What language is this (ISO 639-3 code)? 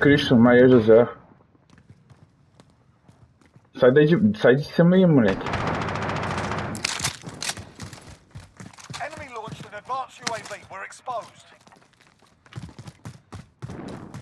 por